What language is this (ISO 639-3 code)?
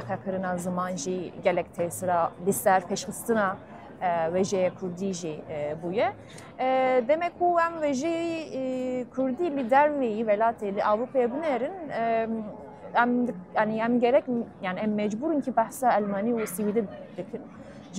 kur